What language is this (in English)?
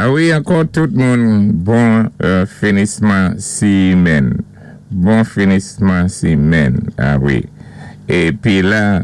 Saint Lucian Creole French